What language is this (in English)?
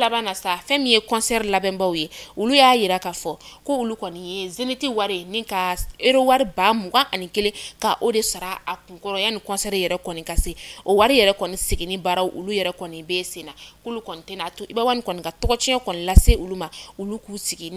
Bambara